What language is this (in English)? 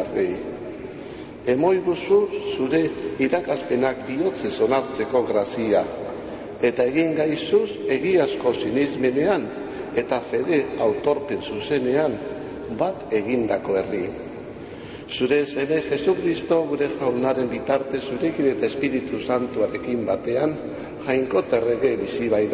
Basque